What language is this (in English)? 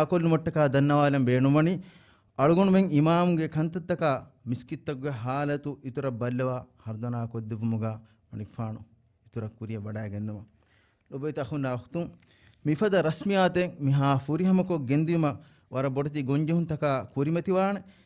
Divehi